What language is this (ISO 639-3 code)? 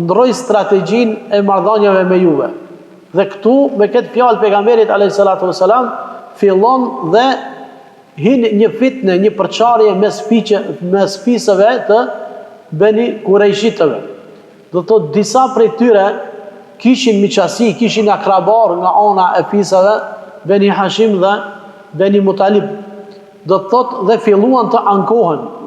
sqi